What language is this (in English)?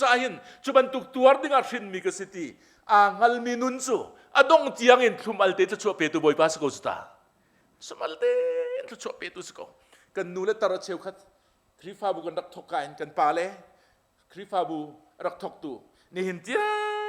Hakha Chin